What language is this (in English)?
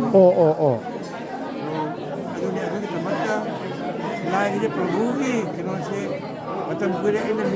Manipuri